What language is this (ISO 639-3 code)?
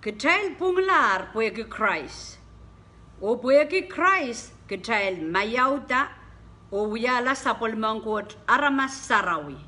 pon